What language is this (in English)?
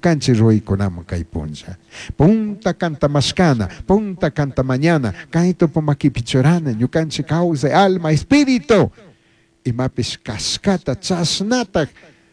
Chimborazo Highland Quichua